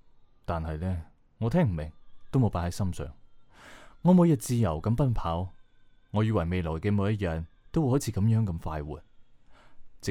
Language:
Cantonese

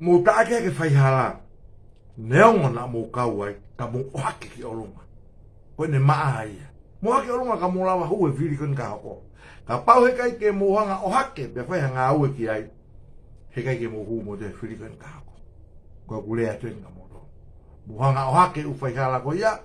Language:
Tongan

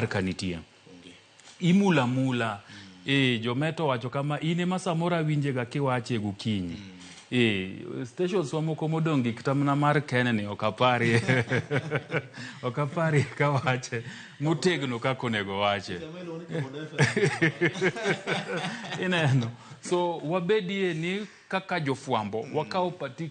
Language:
Luo (Kenya and Tanzania)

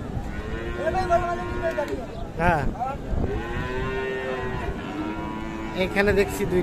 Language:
Bangla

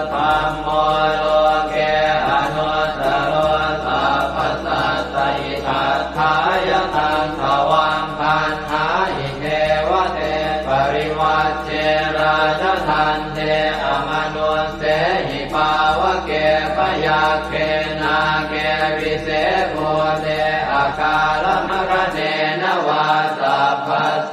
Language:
Pali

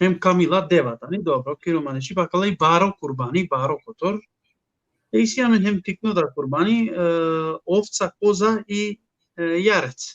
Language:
Balkan Romani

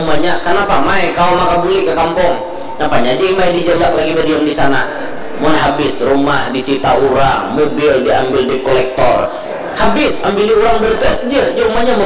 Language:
Banjar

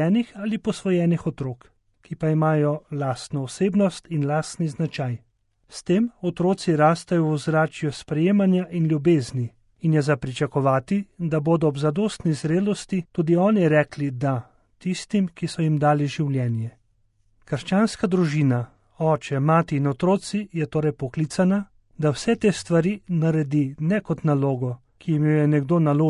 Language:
Slovenian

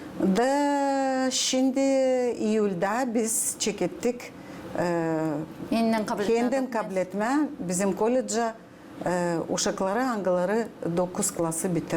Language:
Gagauz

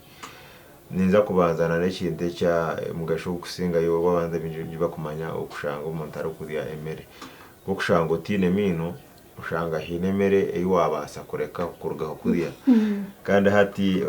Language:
Nyankole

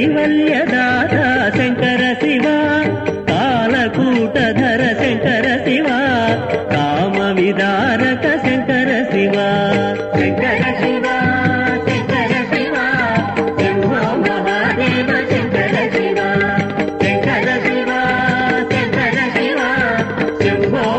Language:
Telugu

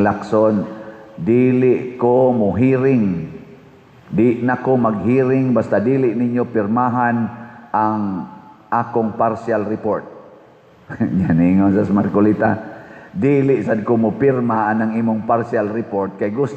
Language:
Cebuano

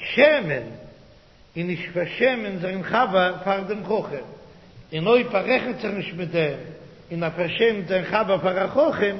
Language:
Yiddish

